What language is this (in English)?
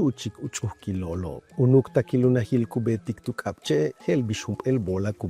Yucateco